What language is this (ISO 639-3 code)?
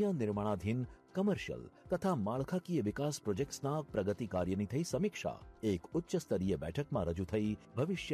guj